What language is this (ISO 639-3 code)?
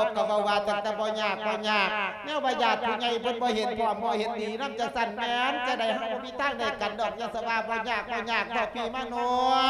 lao